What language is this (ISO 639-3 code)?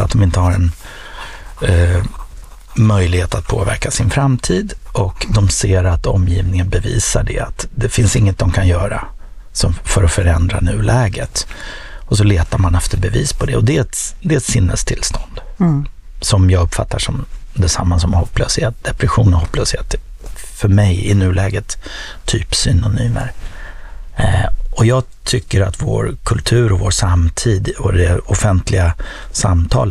swe